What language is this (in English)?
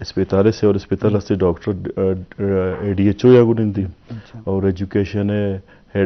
Eastern Balochi